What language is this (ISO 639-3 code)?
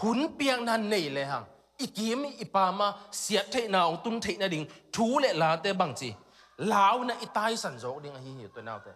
ctd